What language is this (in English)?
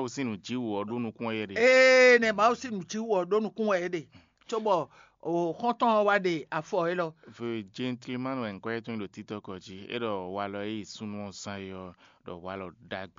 Fon